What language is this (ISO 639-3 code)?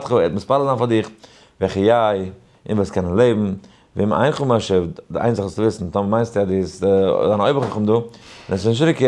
yid